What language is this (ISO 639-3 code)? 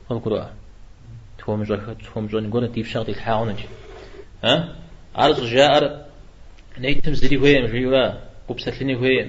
kbd